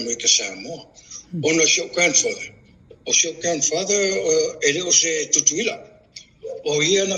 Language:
Samoan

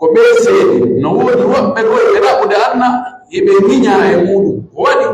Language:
Pular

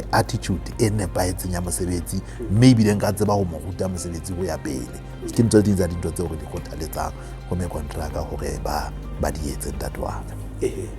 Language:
Southern Sotho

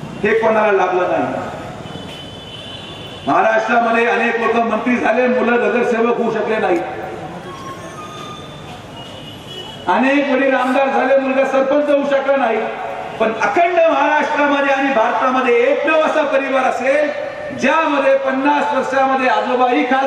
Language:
Marathi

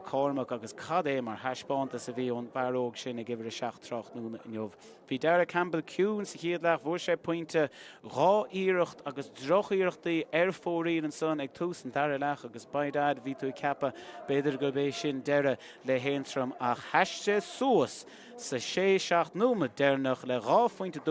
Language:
Irish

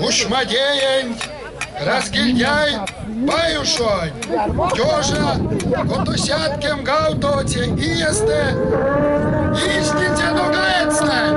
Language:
Erzya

